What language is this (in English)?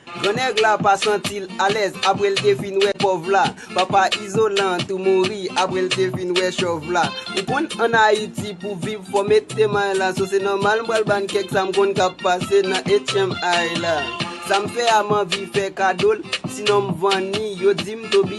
Haitian Creole